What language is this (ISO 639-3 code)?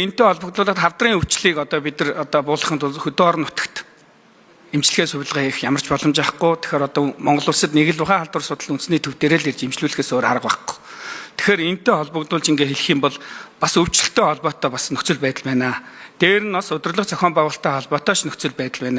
mon